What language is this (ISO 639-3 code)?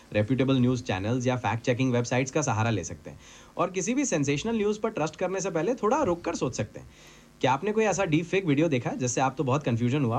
hin